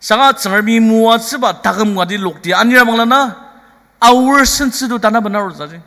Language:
Ao Naga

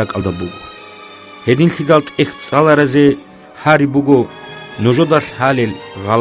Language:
Avaric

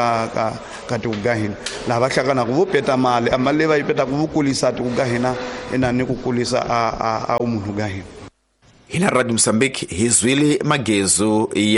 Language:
Tsonga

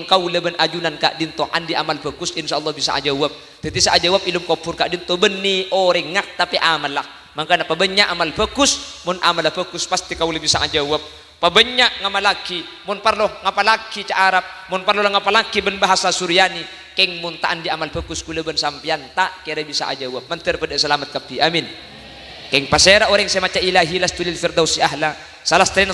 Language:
Madurese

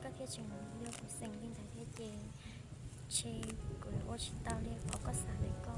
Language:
Hmong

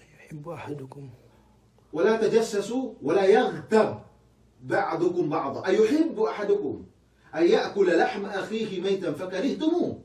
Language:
Yakan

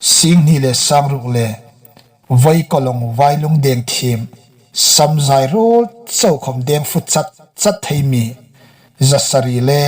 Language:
Hmar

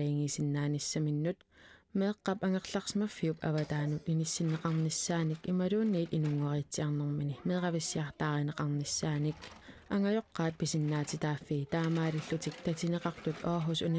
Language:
Kalaallisut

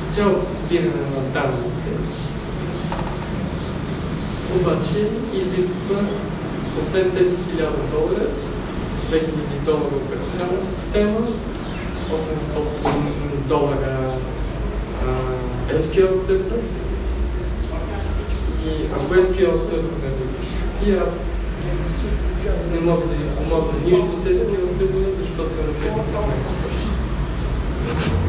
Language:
Bulgarian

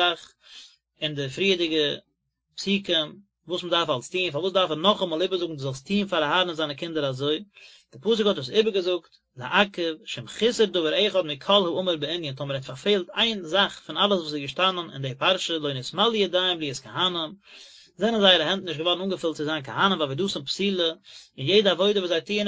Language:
Yiddish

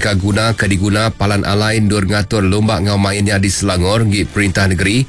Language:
Iban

